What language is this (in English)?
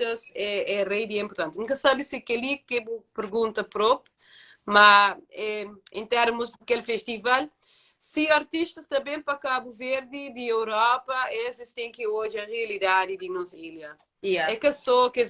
Kabuverdianu